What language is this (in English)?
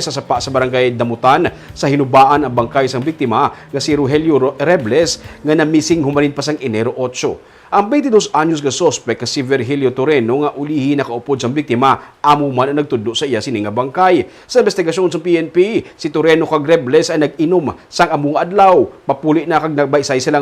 Hiligaynon